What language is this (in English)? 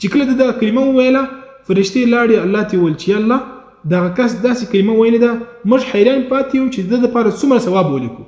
Pashto